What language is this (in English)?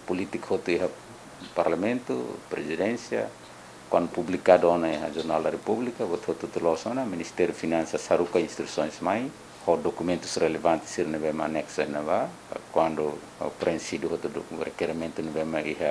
Tetum